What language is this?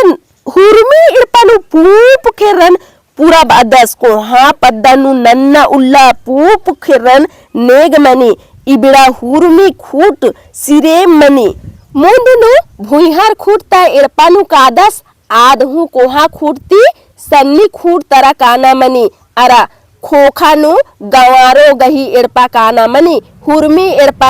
Kurukh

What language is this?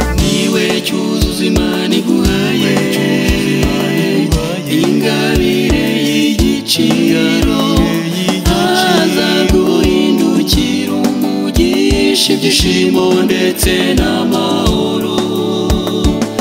Kinyarwanda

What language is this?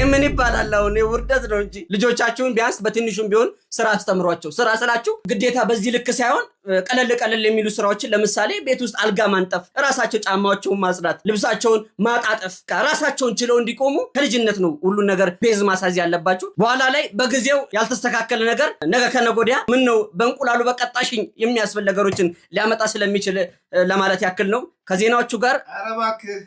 Amharic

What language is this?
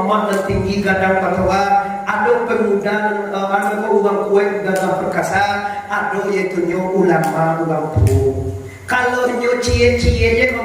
Minangkabau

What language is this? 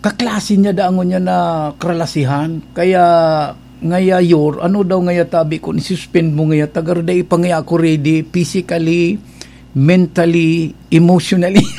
Bikol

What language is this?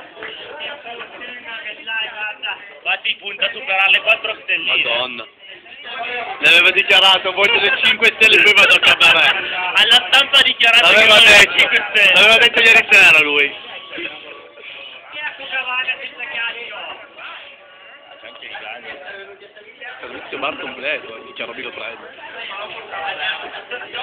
Italian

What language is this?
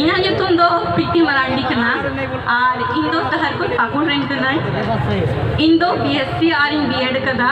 Santali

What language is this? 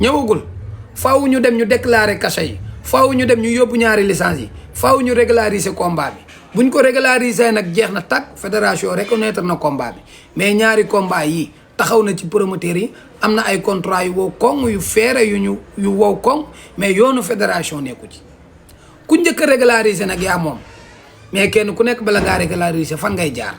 Wolof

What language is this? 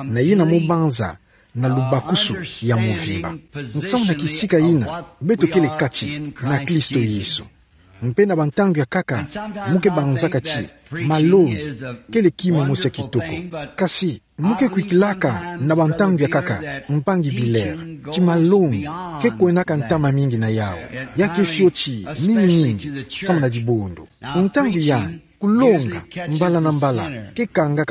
Kituba (Democratic Republic of Congo)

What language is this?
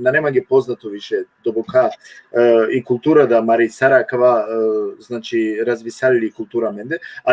Balkan Romani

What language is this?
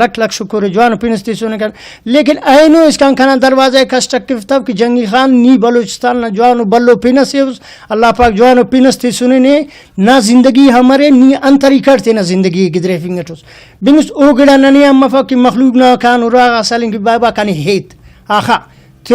Brahui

